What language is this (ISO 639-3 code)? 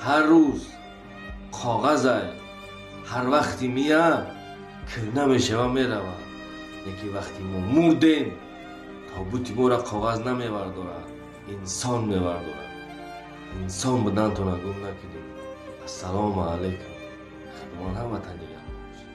tgk